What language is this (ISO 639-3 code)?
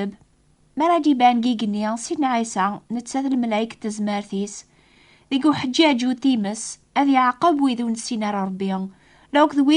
kab